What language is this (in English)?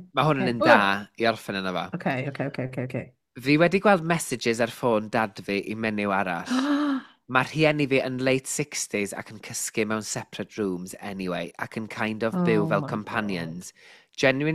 Welsh